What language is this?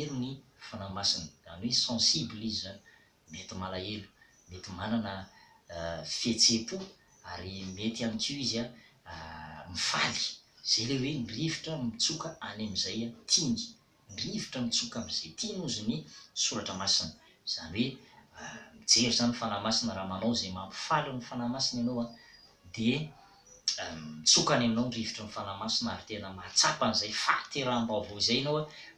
Malagasy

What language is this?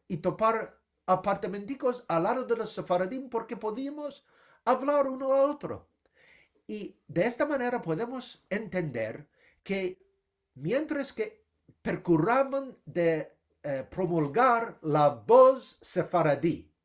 Ladino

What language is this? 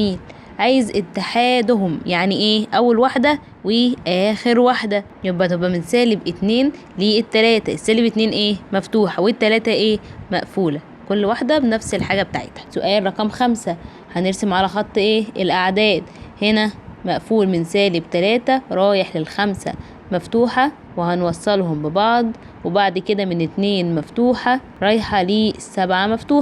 Egyptian Arabic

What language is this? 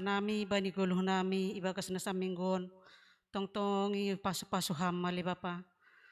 Batak Simalungun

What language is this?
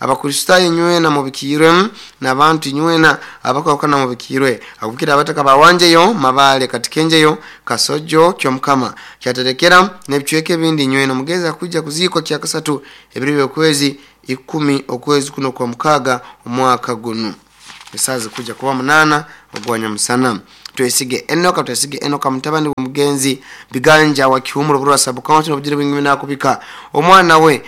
Nyoro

